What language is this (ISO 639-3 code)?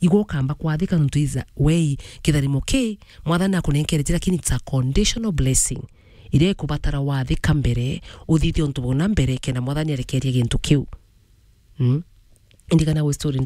mer